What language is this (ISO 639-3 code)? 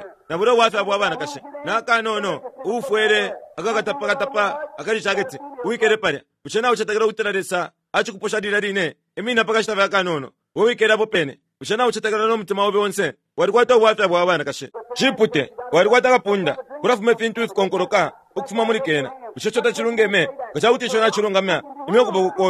bem